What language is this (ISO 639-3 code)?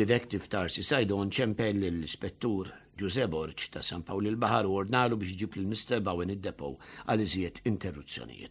mlt